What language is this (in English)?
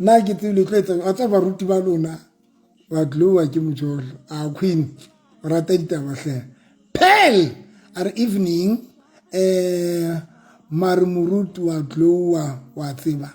Southern Sotho